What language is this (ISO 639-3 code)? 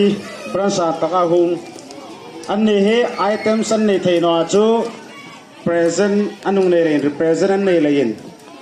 hmr